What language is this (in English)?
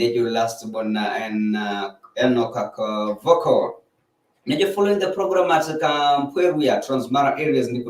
Masai